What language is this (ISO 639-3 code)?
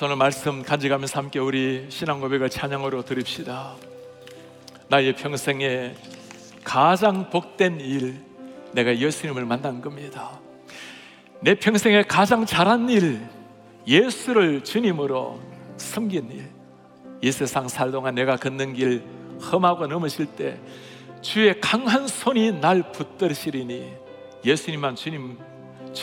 kor